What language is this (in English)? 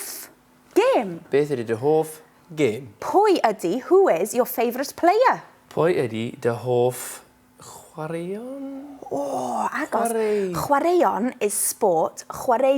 Welsh